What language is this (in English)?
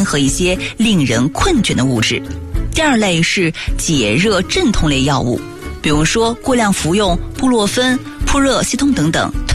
Chinese